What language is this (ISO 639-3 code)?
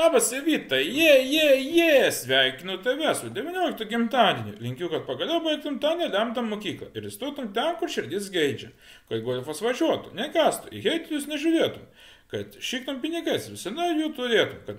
lit